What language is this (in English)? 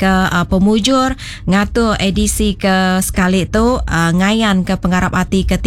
Iban